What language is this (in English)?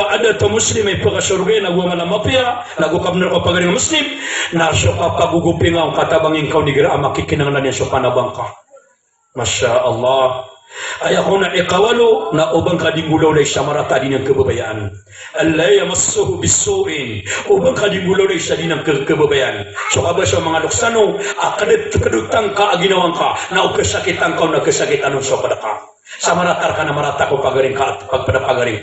Maranao